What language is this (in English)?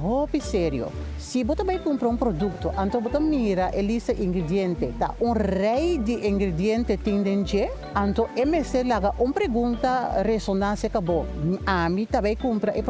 Papiamento